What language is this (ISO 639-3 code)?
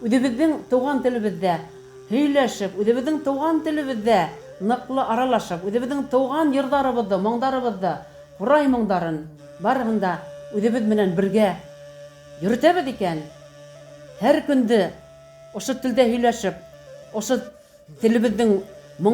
bak